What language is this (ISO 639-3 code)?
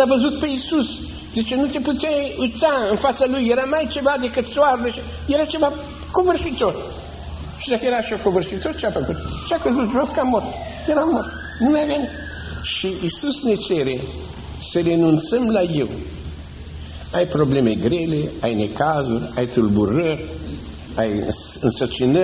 ron